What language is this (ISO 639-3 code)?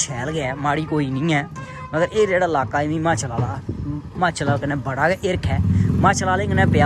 doi